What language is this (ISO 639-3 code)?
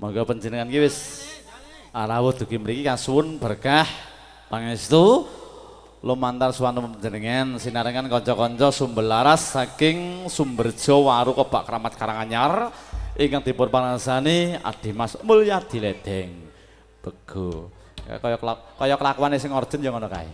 jav